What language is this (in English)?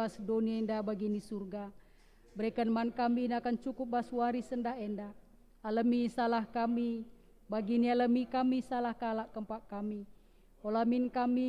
Batak Karo